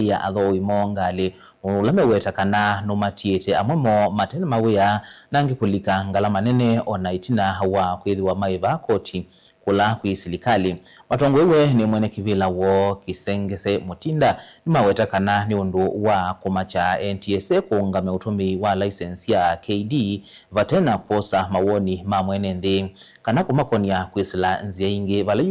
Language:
Kamba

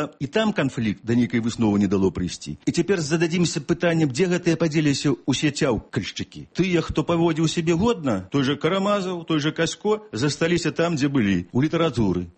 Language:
Belarusian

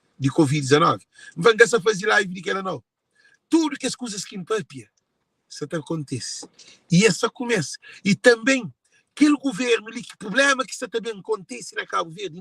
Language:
Kabuverdianu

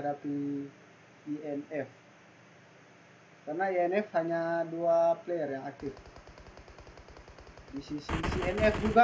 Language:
Indonesian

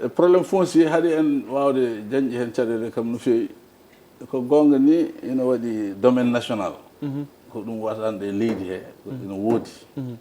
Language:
Fula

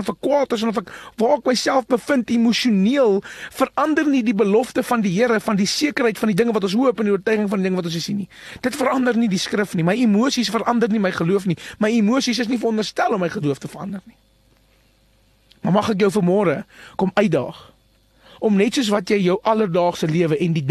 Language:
Afrikaans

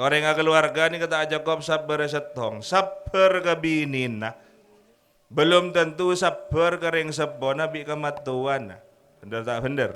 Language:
Madurese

